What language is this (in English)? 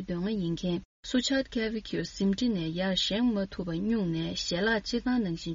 Tibetan